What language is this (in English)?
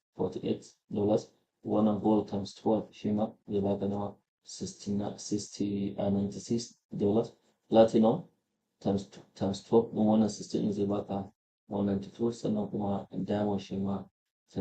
Hausa